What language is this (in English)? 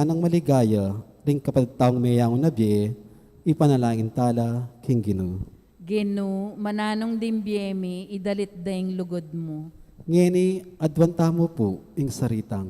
Pampanga